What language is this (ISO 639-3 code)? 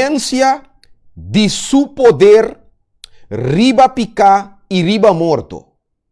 pap